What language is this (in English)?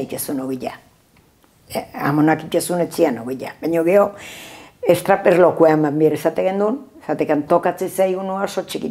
Basque